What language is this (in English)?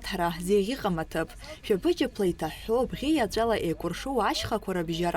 Abkhazian